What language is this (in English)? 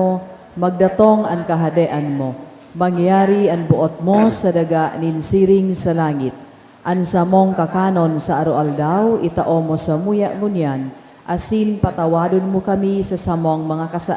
Bikol